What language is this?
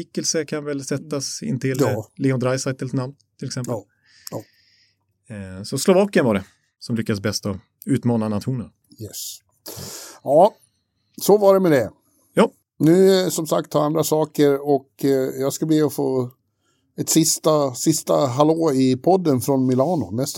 Swedish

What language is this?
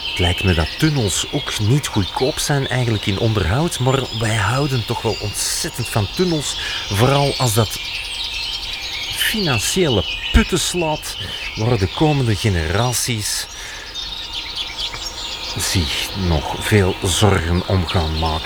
Dutch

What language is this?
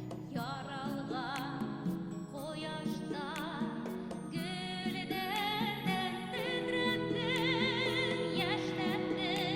Bashkir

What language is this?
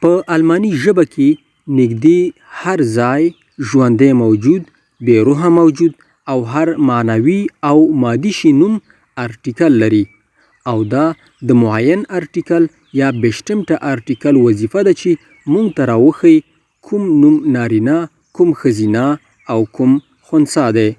Pashto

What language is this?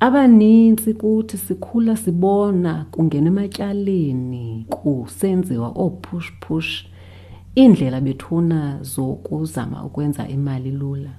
Xhosa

